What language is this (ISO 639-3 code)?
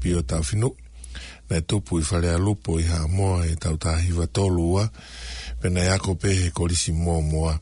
ton